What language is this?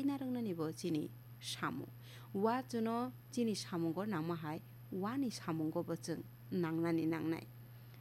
Kok Borok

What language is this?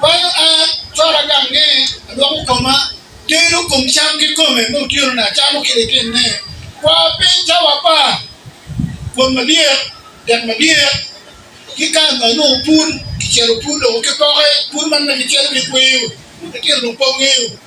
Acoli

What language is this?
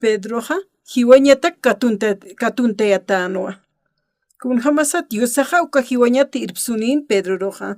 Aymara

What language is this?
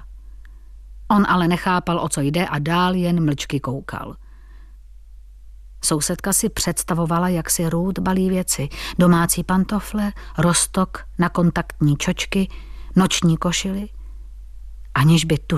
Czech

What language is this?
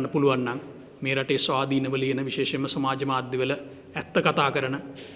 Sinhala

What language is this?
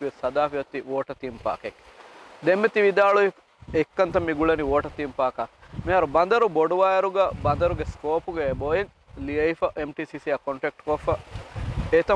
Divehi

